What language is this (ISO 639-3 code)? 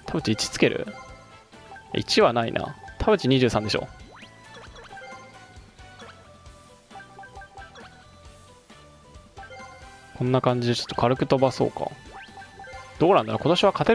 jpn